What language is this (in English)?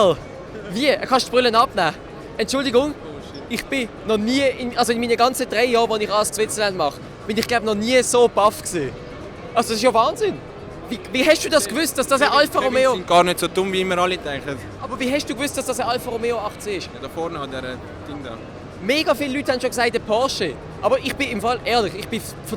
Swiss German